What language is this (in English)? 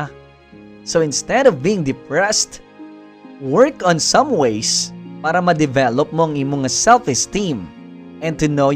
Hiligaynon